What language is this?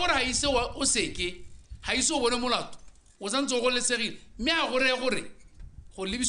Tswana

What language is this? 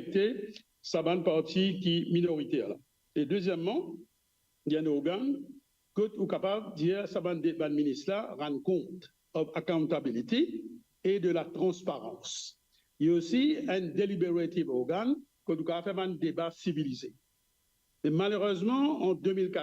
Morisyen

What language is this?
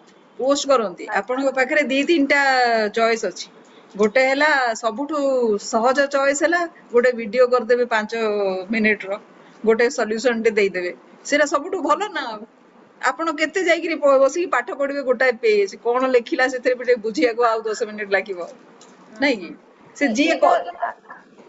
Odia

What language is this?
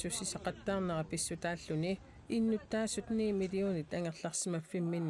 Kalaallisut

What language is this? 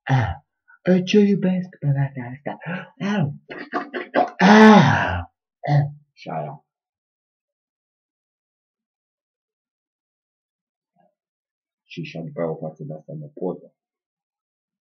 Romanian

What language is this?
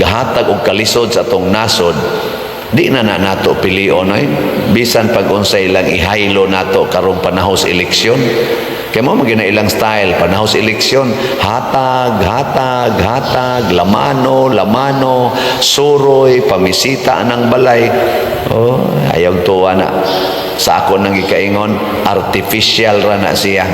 Cebuano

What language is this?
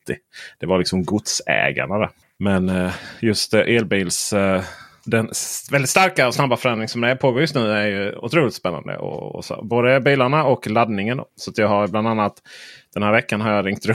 Swedish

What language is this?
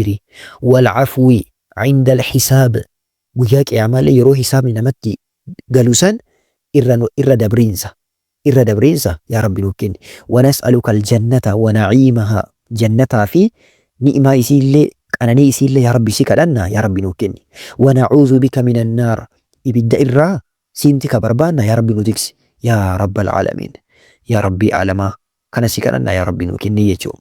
Oromo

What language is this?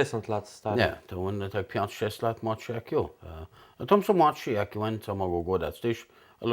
Kashubian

